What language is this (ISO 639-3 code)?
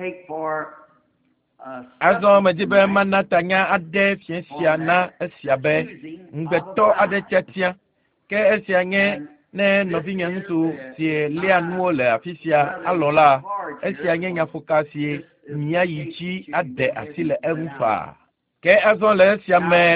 ewe